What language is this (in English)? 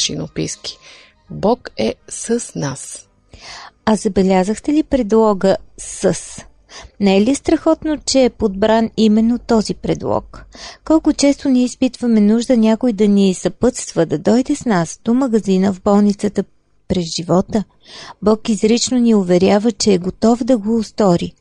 Bulgarian